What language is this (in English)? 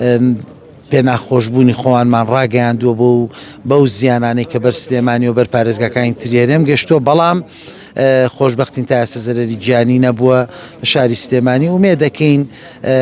Central Kurdish